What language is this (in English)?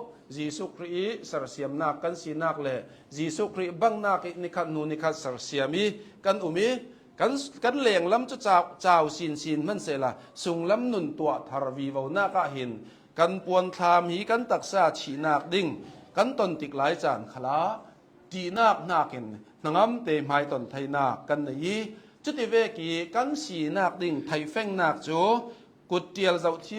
Hakha Chin